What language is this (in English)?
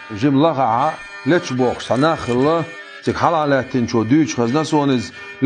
Chechen